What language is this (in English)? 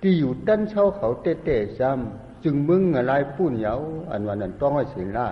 Shan